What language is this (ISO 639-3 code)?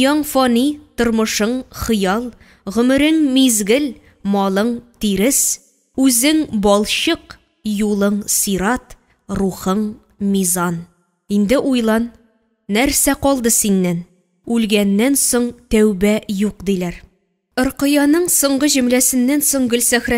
tat